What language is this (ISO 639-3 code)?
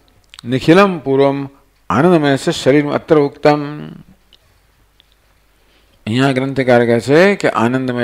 guj